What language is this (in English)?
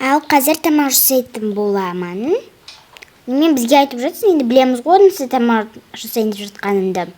Kazakh